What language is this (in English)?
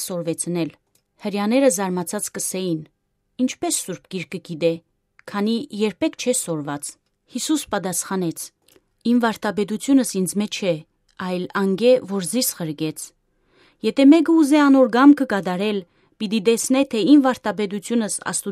Western Armenian